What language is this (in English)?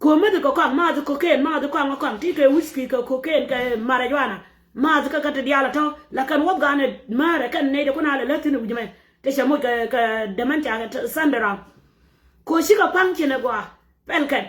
Nuer